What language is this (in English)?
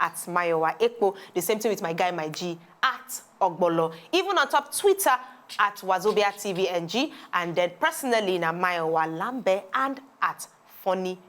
Nigerian Pidgin